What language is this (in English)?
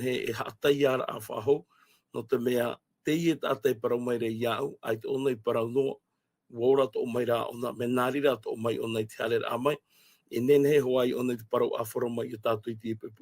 Tahitian